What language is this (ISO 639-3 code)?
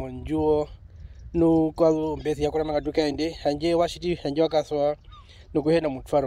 her